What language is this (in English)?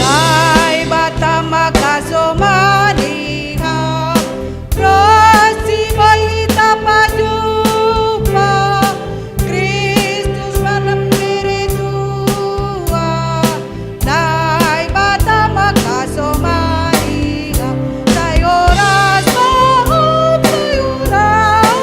Batak Simalungun